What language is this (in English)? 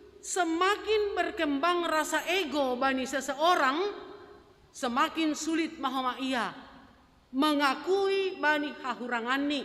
Batak Simalungun